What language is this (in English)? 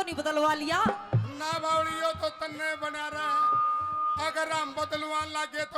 Haryanvi